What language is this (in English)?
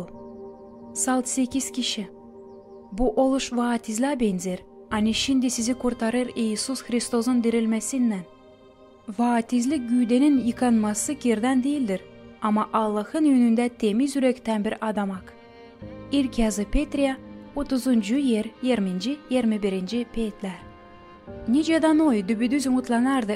Gagauz